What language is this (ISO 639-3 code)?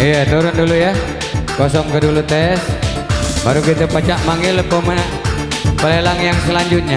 mui